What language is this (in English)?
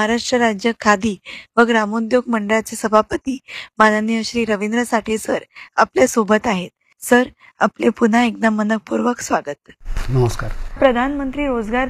Marathi